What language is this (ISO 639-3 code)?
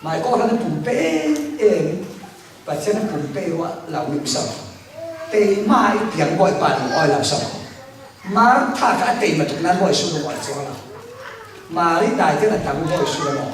cfm